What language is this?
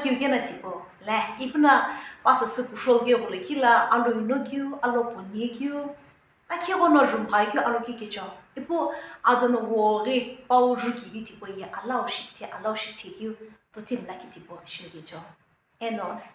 Sumi Naga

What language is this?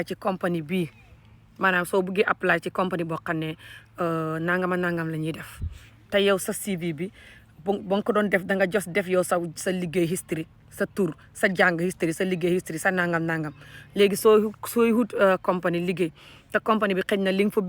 Wolof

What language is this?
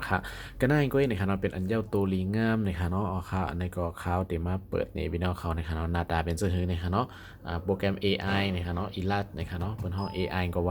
Shan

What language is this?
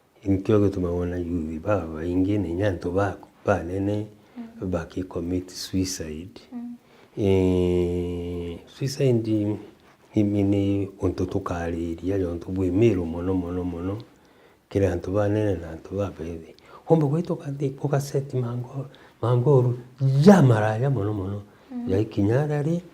Meru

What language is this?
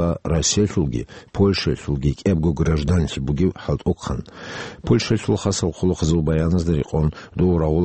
Avaric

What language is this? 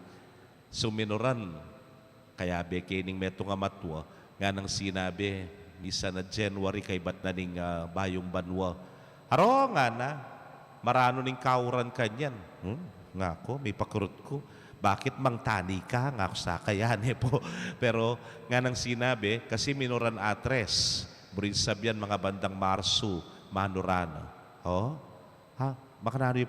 Pampanga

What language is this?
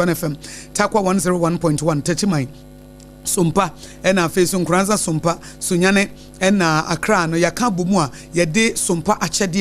Akan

